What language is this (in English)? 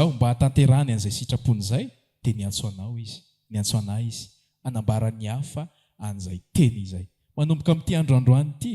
Malagasy